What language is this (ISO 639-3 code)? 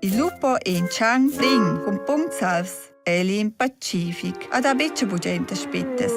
roh